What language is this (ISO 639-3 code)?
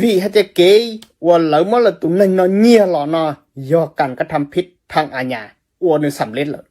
hmn